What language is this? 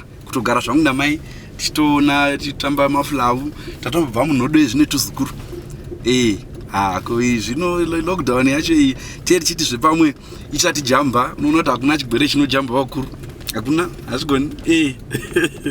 Shona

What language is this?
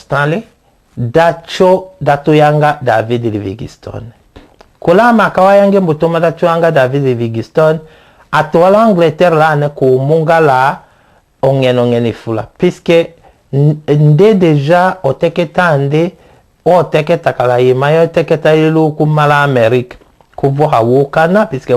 Tetela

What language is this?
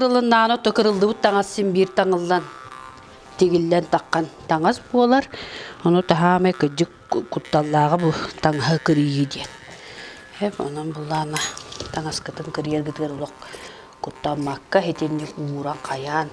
Yakut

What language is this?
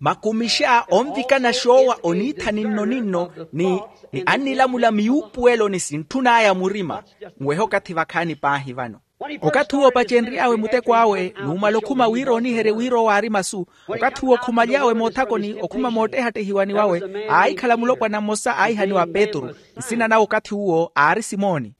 Makhuwa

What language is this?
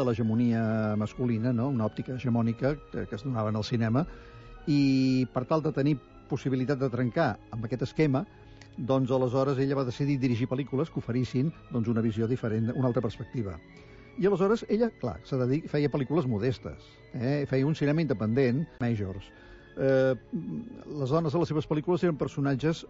Catalan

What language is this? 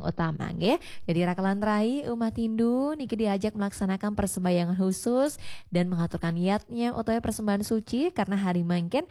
Balinese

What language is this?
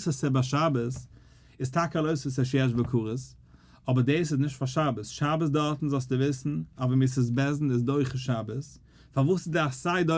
Yiddish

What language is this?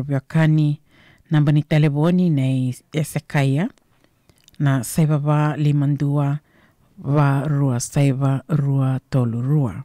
Fijian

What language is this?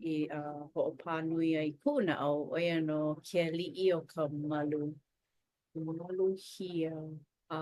Hawaiian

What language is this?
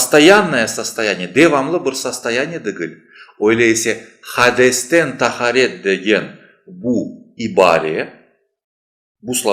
Crimean Tatar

